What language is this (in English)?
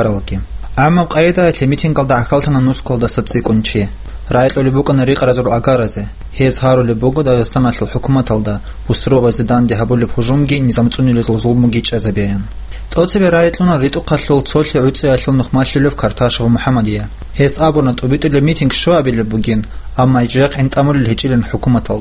Avaric